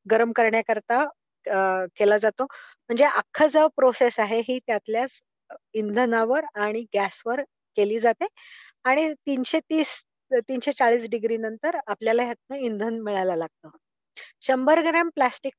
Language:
Marathi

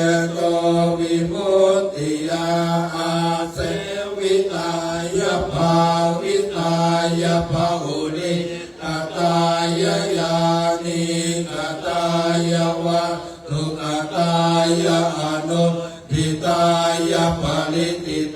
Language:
Pali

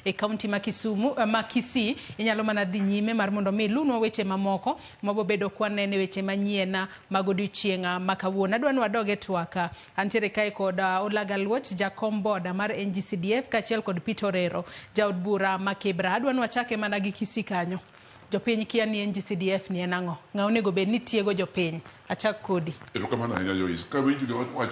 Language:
Luo (Kenya and Tanzania)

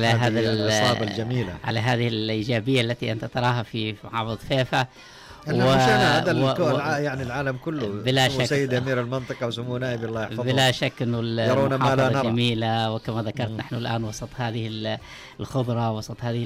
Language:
Najdi Arabic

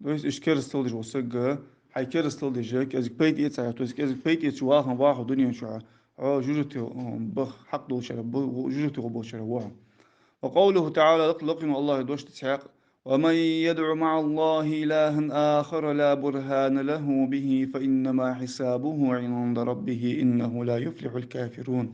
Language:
Ingush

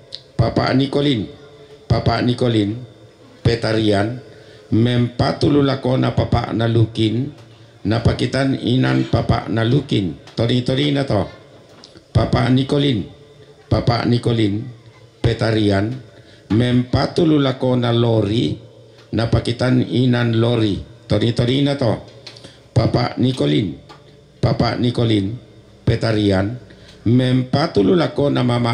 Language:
Toraja-Sa'dan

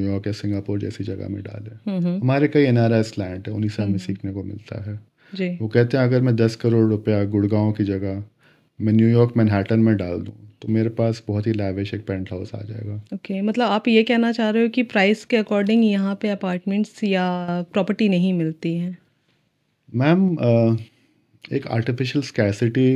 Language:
Hindi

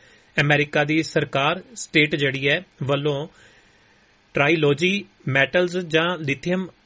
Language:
Punjabi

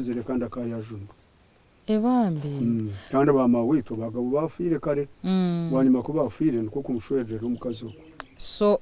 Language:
Nyankole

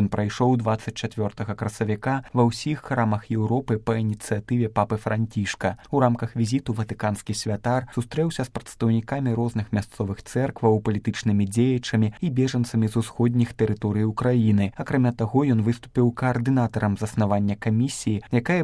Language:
Belarusian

